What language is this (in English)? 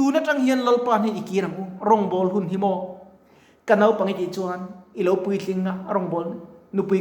Mizo